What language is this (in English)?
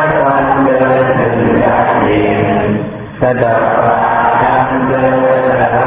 Shan